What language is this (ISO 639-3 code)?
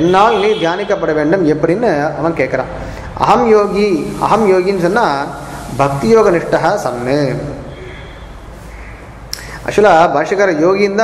tam